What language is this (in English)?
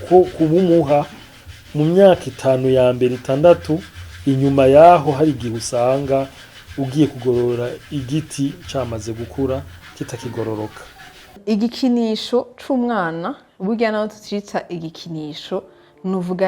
Rundi